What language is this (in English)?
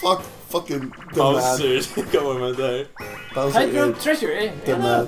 Faroese